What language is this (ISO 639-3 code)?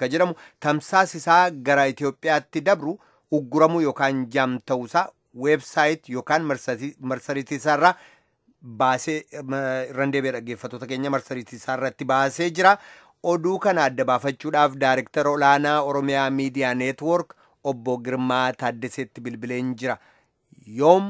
orm